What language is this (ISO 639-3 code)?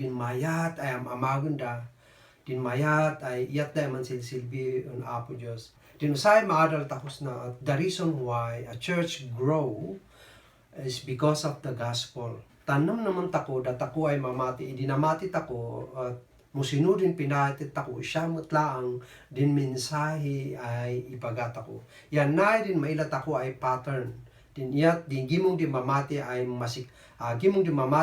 kne